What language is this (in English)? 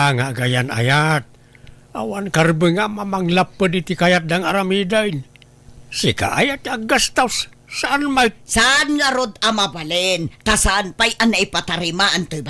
Iloko